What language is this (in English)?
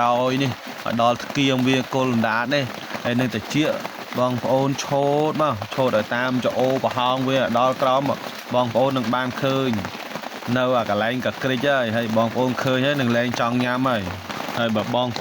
Khmer